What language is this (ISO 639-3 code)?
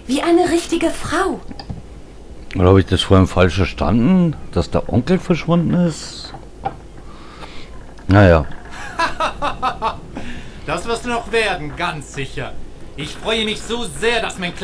deu